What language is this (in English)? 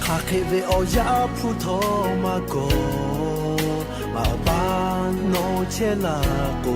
Lahu